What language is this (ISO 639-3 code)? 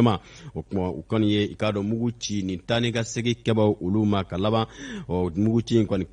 bam